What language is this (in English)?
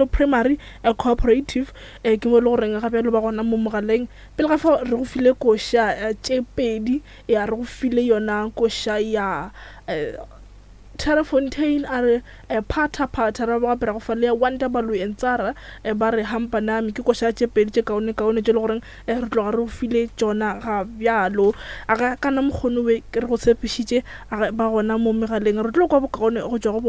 Northern Sotho